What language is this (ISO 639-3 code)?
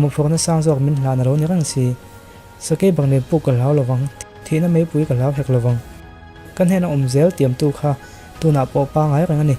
lus